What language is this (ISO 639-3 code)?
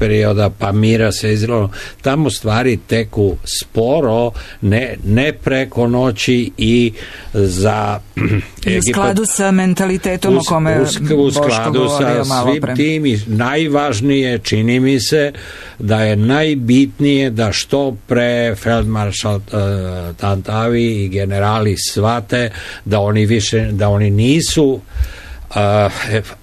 srp